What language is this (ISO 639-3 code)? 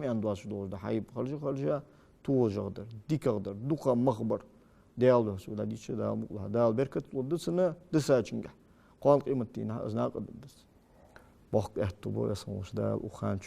inh